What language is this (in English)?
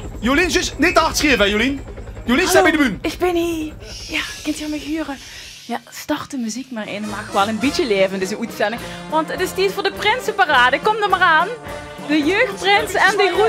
Limburgish